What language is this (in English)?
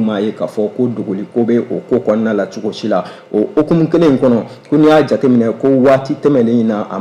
Bambara